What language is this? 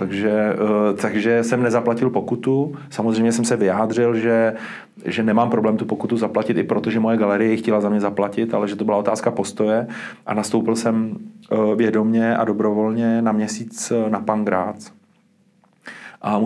Czech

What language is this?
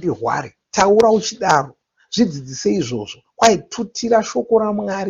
Shona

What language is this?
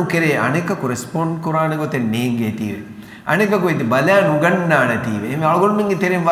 Divehi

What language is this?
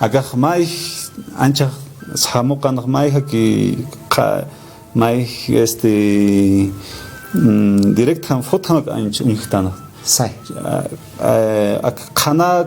Aymara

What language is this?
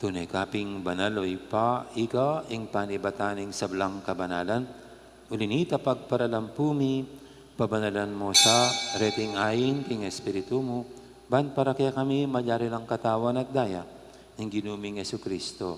Pampanga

